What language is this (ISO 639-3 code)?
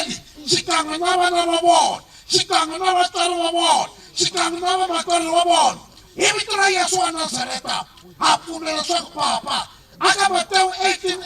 tso